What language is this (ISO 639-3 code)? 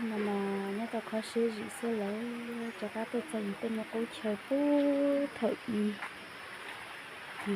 hmn